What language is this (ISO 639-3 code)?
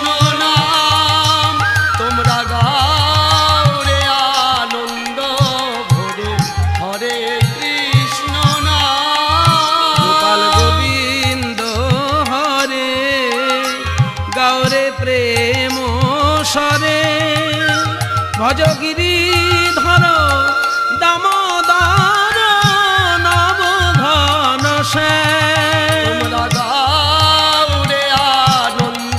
ben